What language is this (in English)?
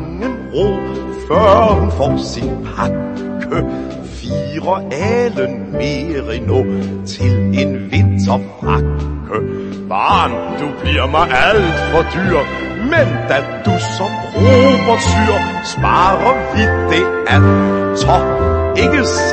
Danish